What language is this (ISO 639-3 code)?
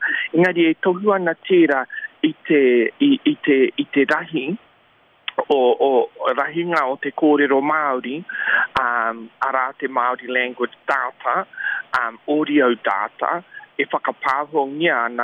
mri